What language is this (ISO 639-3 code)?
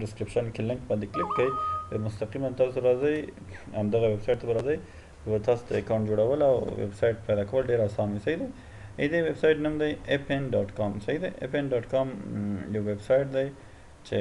pus